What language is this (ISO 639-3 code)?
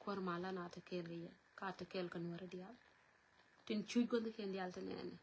nus